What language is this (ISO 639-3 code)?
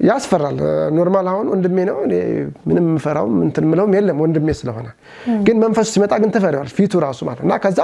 amh